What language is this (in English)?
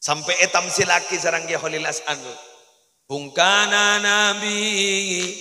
Madurese